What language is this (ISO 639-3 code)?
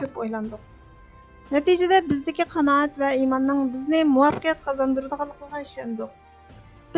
uig